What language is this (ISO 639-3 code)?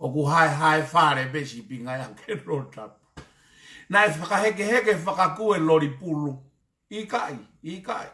ton